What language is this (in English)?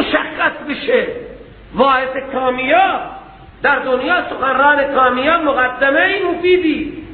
Persian